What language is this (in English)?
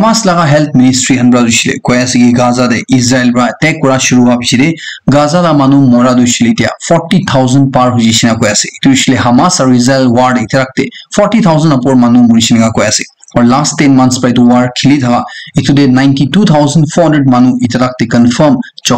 Naga Pidgin